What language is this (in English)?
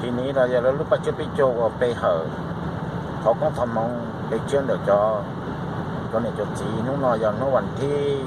Hmong